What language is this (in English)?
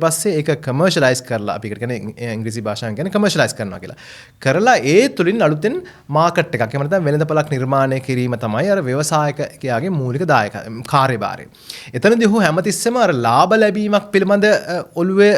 Sinhala